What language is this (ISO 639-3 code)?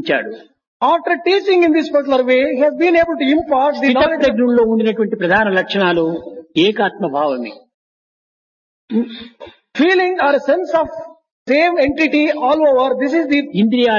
tel